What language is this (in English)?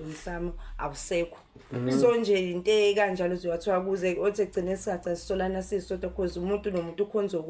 Zulu